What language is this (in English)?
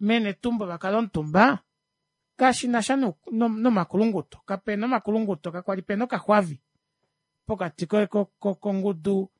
Kuanyama